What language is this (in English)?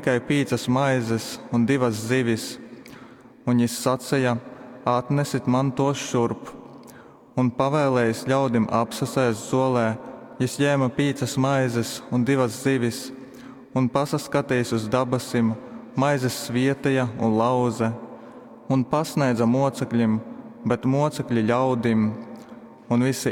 Latgalian